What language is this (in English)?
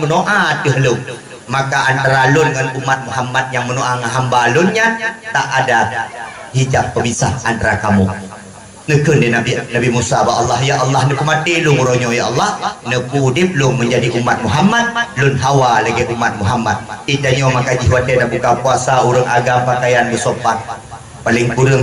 Achinese